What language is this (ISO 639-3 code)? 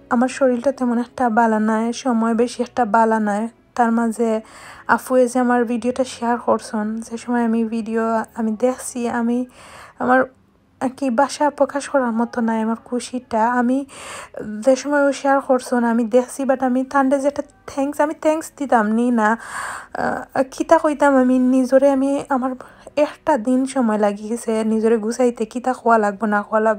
syl